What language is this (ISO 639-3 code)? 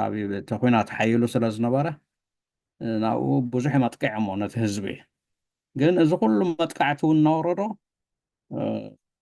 tir